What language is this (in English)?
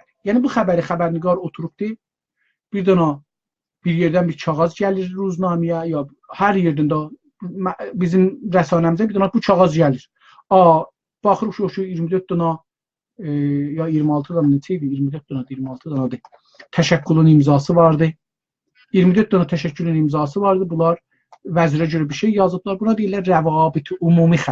South Azerbaijani